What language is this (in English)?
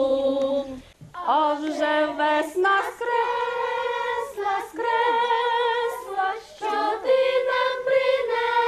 Ukrainian